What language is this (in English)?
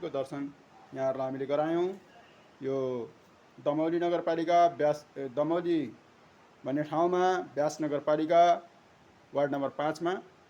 Nepali